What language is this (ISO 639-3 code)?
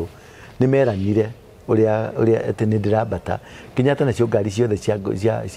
kik